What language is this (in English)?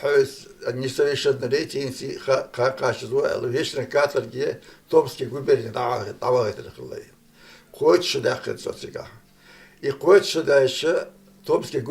Chechen